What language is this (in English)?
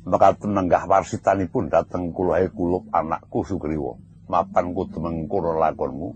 Javanese